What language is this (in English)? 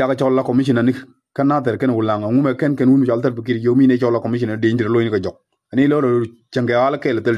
Nuer